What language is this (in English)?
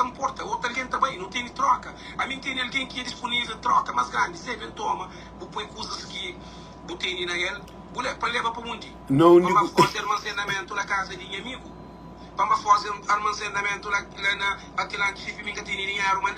Kabuverdianu